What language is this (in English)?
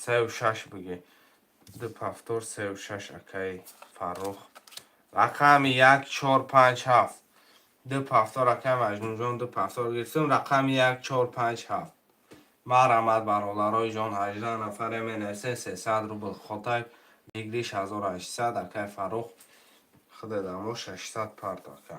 Tajik